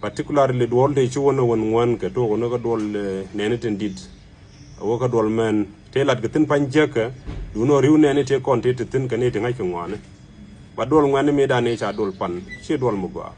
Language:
Nuer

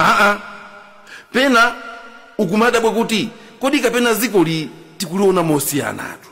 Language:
Nyanja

